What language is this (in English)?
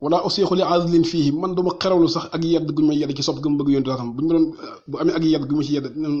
Wolof